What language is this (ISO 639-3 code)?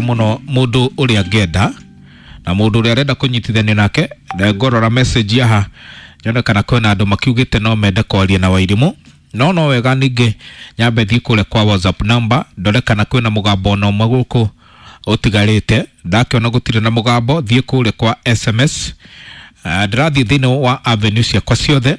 kik